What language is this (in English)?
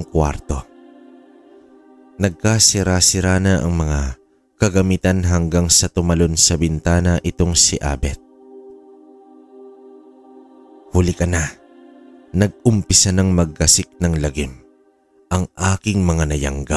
Filipino